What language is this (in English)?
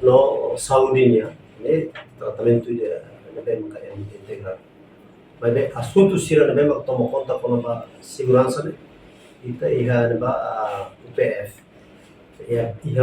Tetum